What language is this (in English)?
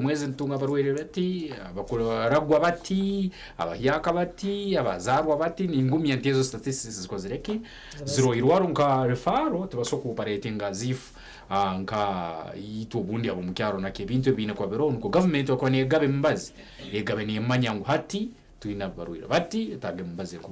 Nyankole